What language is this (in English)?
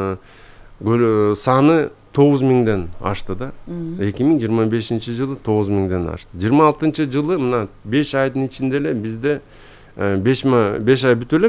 Kyrgyz